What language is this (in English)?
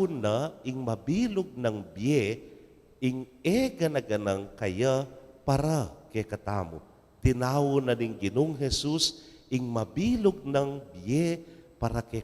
Pampanga